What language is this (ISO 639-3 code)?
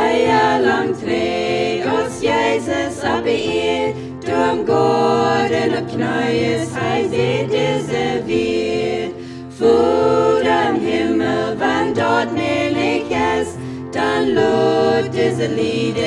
pdt